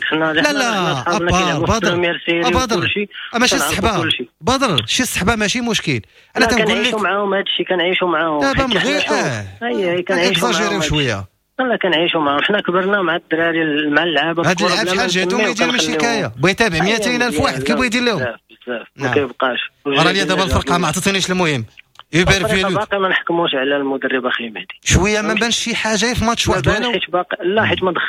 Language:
Moroccan Arabic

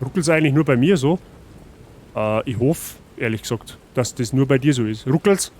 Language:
Bavarian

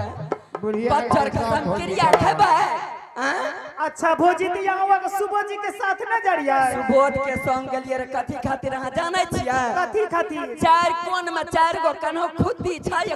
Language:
Angika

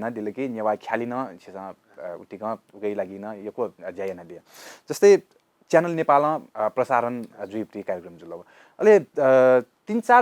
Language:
Newari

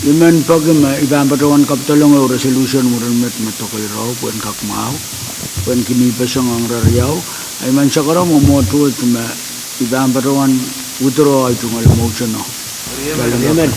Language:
Pohnpeian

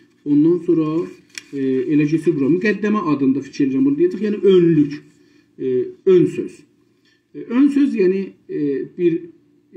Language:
South Azerbaijani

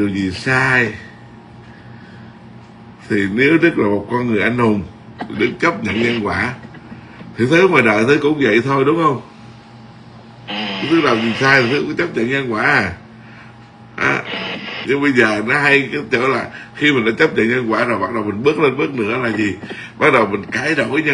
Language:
Vietnamese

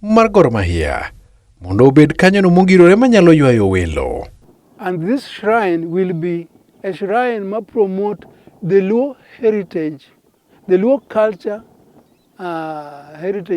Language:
Luo (Kenya and Tanzania)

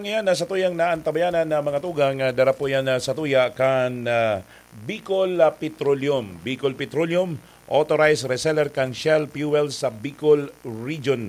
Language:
Bikol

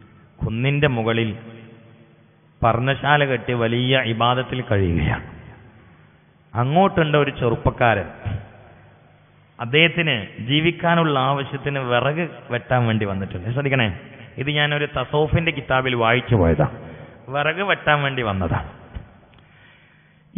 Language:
Malayalam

